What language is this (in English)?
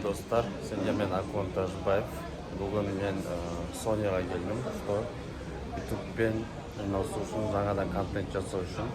Kazakh